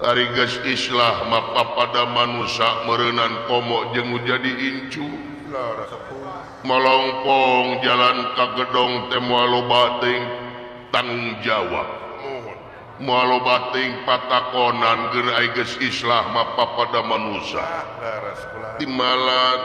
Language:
Sundanese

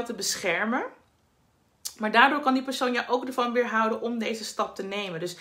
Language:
Dutch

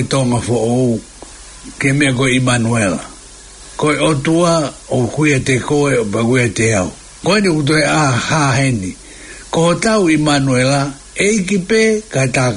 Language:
Tongan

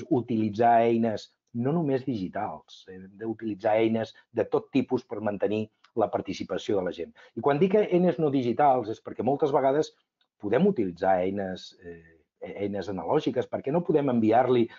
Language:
Catalan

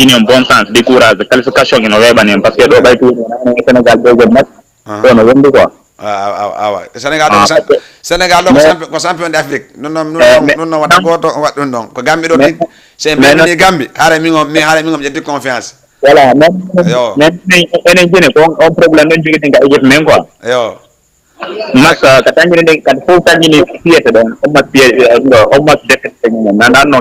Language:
Fula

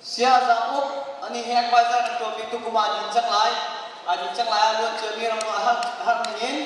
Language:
Hakha Chin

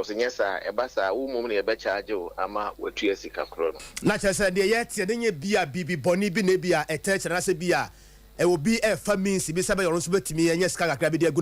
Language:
Akan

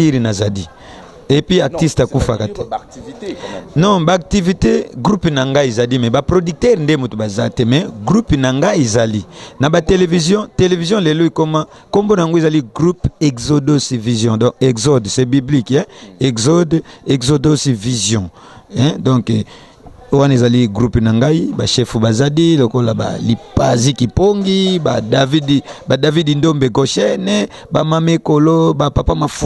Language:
Lingala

